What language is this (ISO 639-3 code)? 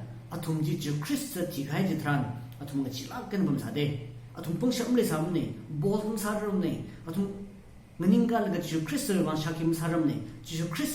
nmf